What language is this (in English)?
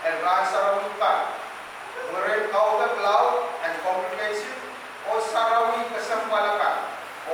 Pohnpeian